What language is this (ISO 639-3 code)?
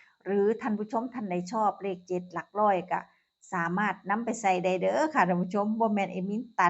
tts